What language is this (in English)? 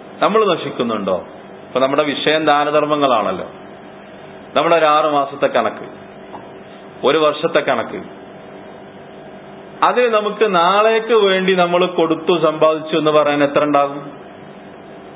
Malayalam